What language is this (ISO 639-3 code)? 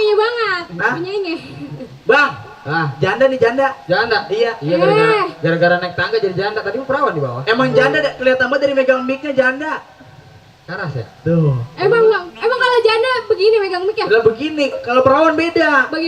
bew